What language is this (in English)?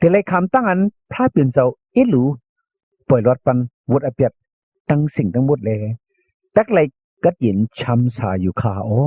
Shan